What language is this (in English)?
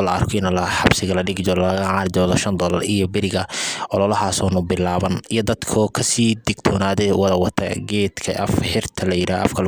Somali